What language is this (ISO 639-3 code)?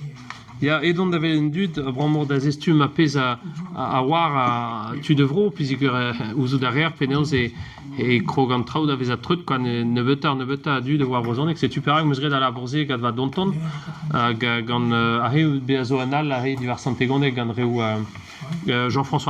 bre